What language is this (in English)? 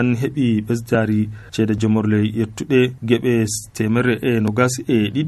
Nigerian Fulfulde